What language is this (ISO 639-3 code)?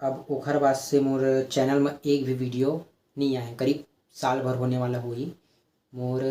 hne